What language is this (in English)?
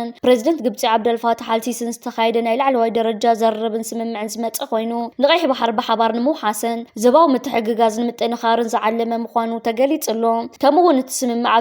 Tigrinya